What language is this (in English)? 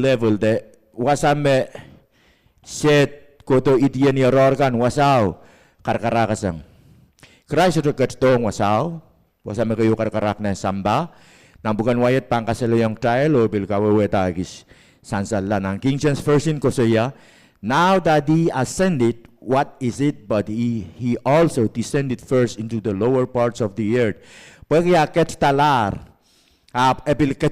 Pohnpeian